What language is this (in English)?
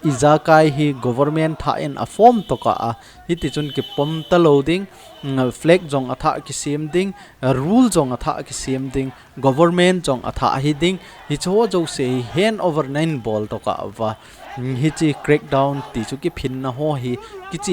Thado Chin